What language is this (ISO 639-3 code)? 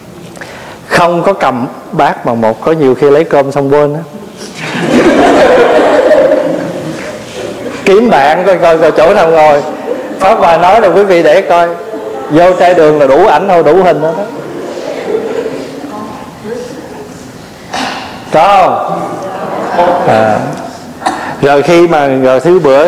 vie